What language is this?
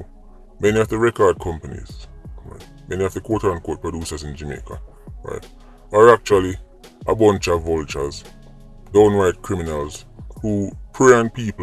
Jamaican Creole English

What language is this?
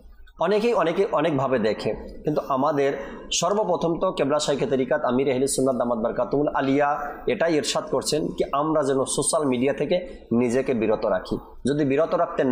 Bangla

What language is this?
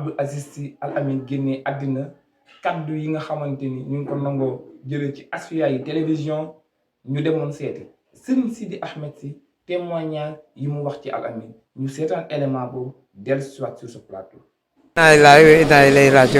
Wolof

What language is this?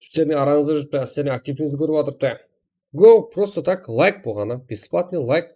Kara-Kalpak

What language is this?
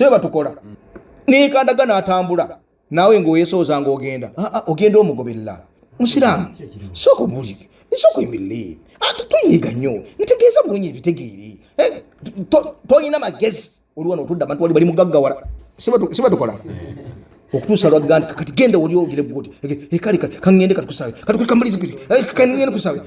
Ganda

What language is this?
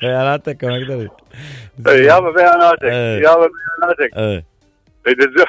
Mesopotamian Arabic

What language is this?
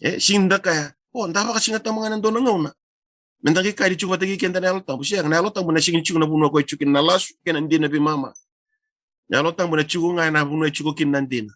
Fijian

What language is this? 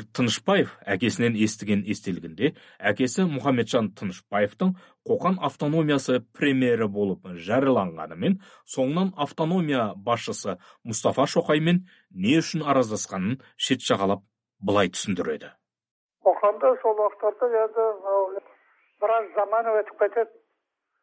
Kazakh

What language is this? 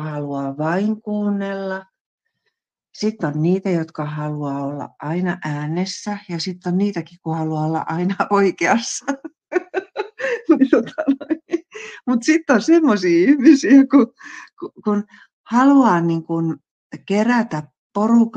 Finnish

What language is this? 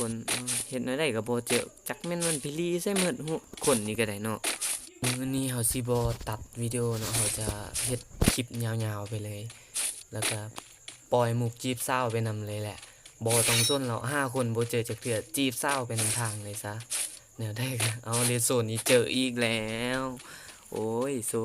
Lao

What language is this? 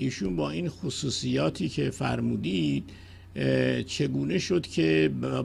Persian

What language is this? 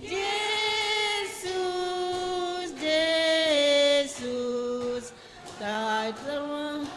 Batak Simalungun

